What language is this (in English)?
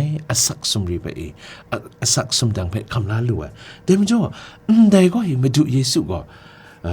Kachin